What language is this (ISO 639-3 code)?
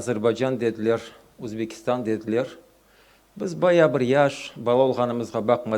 crh